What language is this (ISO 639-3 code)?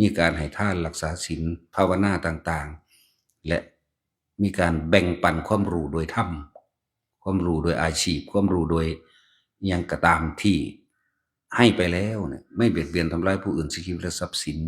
tts